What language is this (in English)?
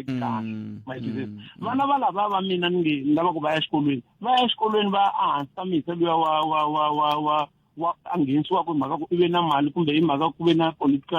Tsonga